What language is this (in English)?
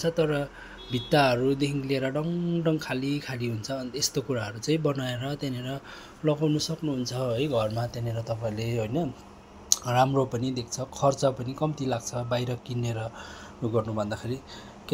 Nepali